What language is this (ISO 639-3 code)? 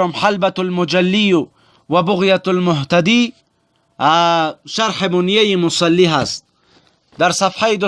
fas